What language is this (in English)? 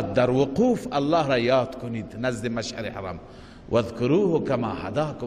Persian